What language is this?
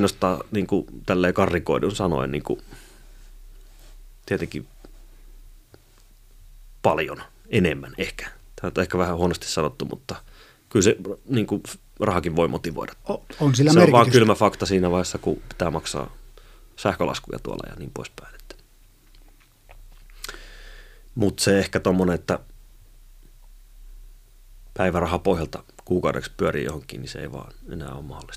Finnish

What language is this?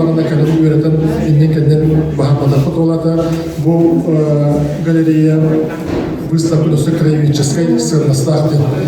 Yakut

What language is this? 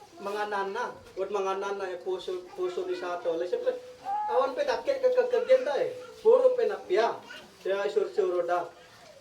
Isnag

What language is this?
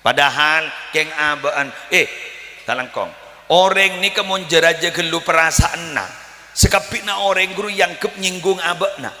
Madurese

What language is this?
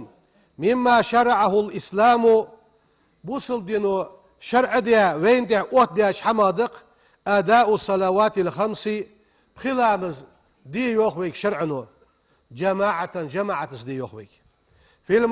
Ingush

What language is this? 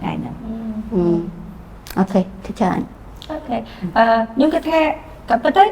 Khmer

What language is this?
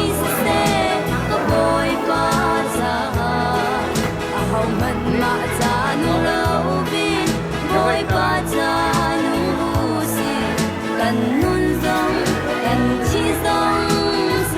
Hakha Chin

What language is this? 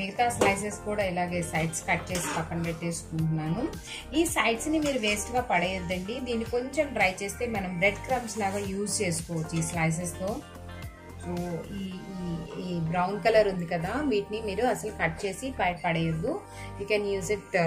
Telugu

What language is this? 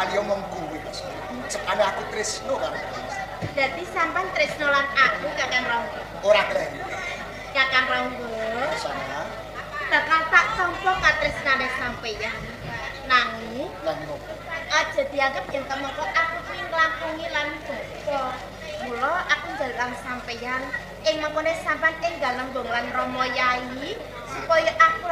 Javanese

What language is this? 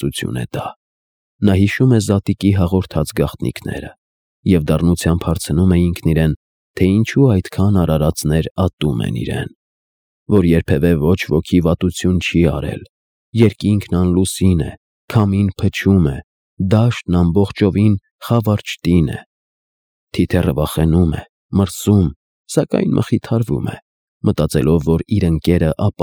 Armenian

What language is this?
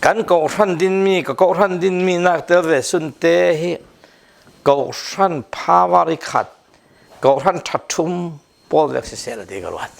Falam Chin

